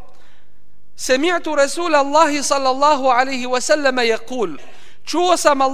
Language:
Bosnian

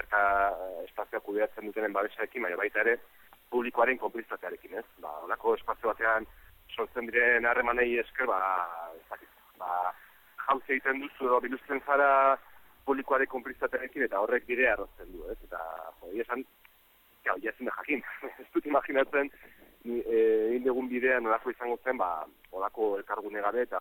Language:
Basque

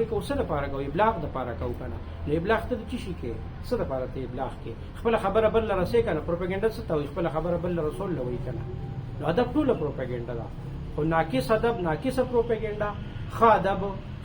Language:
Pashto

